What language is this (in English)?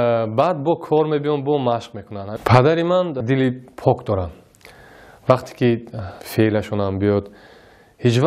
Persian